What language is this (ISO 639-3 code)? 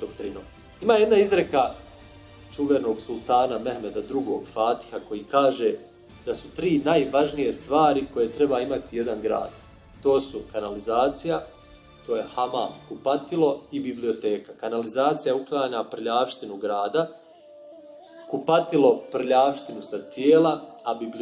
bos